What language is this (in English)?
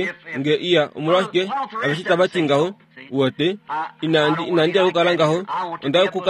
Kuanyama